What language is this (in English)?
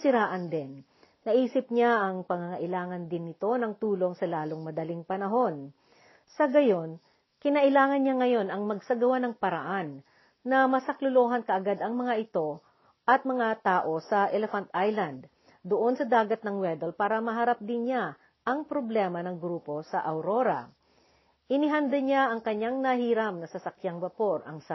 Filipino